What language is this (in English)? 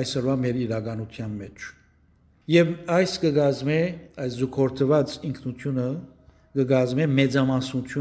Western Armenian